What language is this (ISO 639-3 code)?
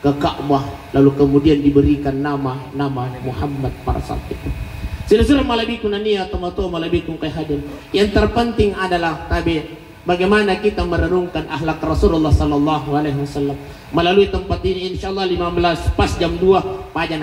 bug